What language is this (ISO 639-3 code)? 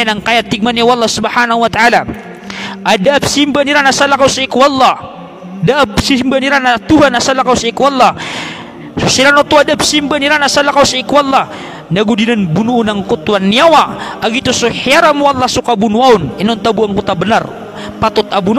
mrw